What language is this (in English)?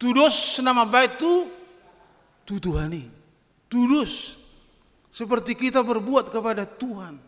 Batak Toba